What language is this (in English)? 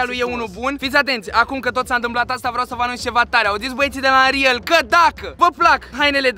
Romanian